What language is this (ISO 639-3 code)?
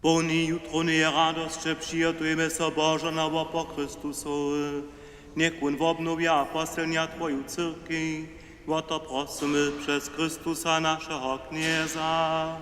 hsb